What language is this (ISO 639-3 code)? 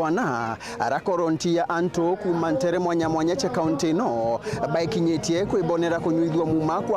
mer